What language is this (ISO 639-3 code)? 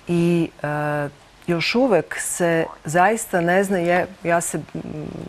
srp